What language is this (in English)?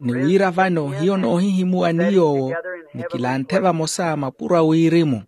Makhuwa